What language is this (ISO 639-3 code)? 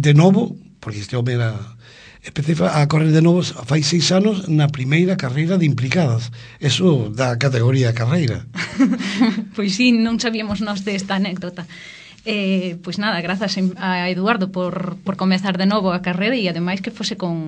glg